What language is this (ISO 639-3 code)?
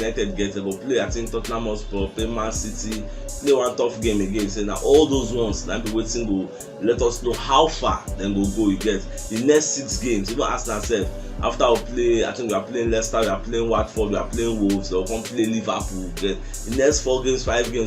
pcm